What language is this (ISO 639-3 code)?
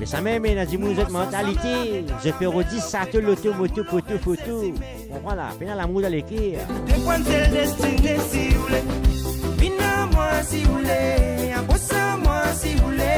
mfe